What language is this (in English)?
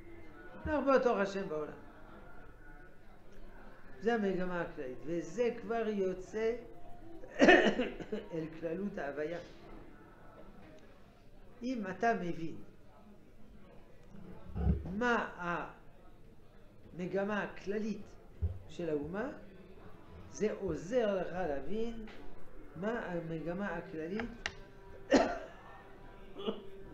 Hebrew